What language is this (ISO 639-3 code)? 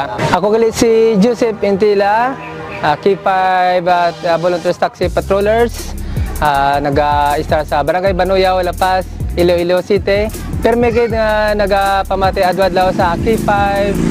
hil